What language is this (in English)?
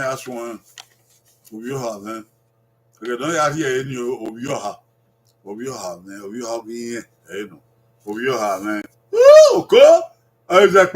Bini